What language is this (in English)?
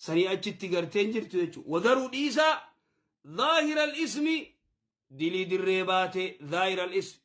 Oromo